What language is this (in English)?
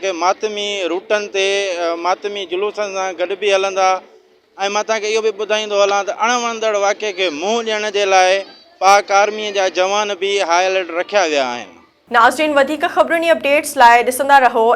Sindhi